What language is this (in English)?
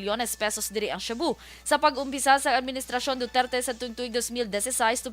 Hiligaynon